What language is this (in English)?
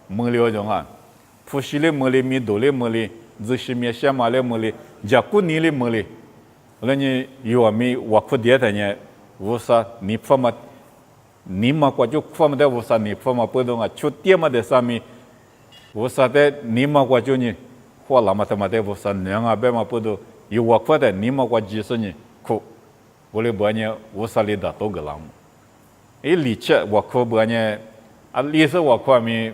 Lisu